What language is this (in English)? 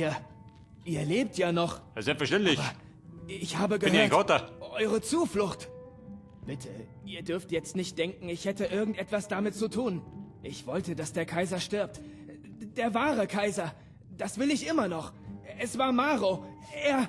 Bavarian